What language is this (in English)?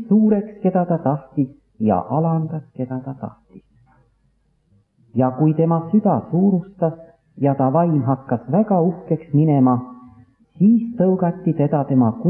Estonian